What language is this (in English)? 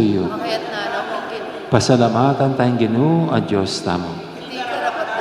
Pampanga